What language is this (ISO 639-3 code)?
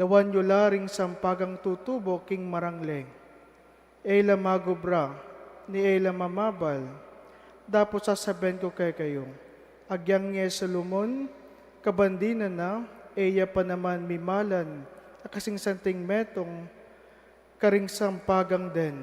pam